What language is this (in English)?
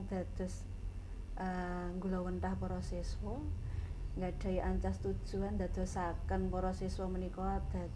Javanese